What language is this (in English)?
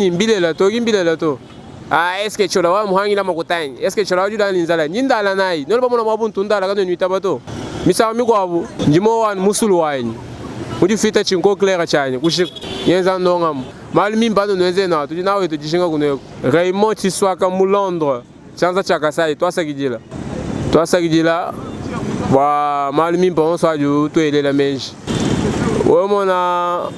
Luba-Lulua